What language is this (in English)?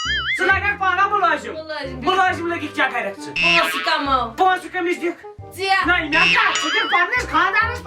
Kashmiri